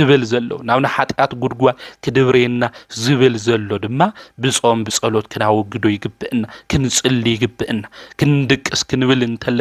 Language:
Tigrinya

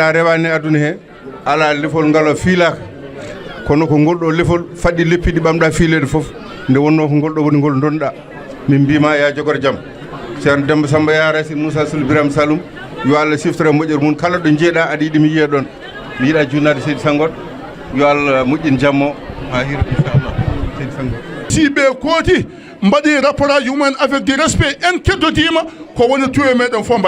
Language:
Fula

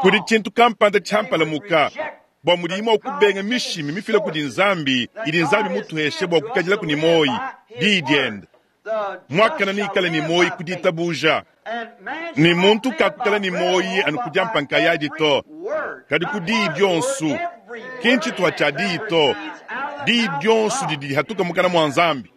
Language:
Luba-Lulua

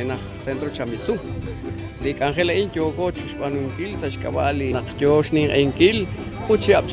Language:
Kekchí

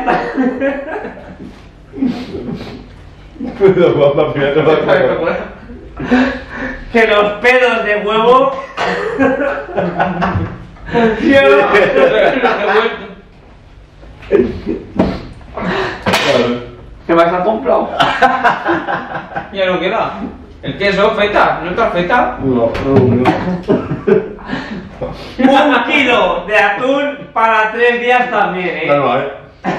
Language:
Spanish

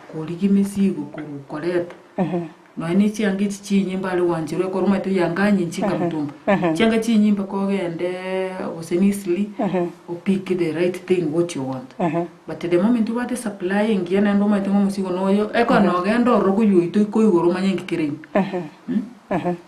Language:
Gusii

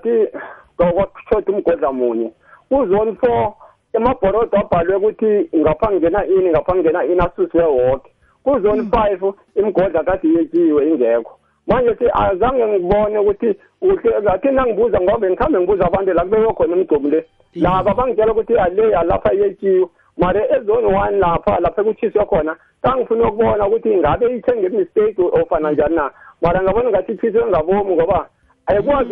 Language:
South Ndebele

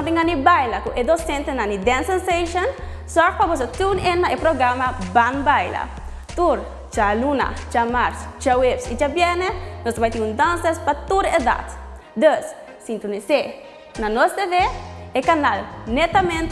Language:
Papiamento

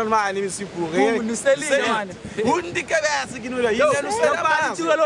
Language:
Kabuverdianu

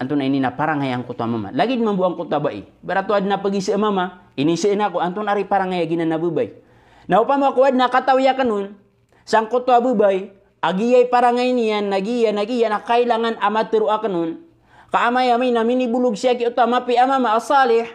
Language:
Maranao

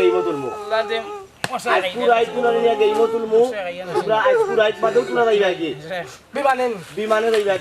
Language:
Sylheti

